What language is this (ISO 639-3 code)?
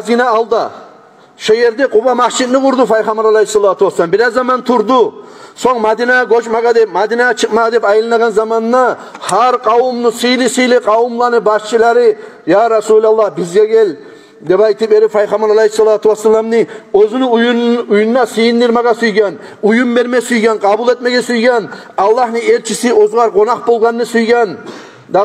kum